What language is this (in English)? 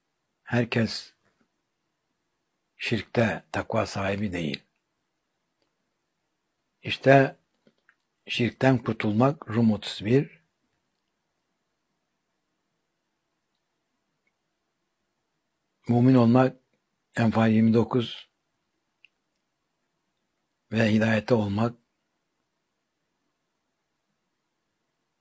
Turkish